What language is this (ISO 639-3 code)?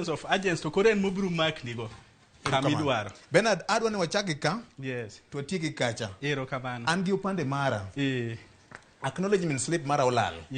luo